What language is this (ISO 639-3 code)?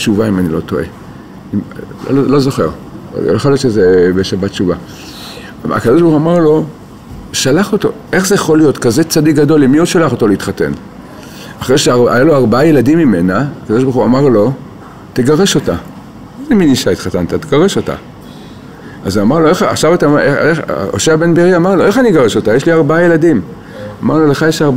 heb